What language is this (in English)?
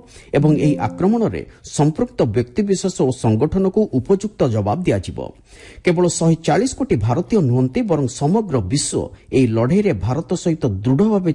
Odia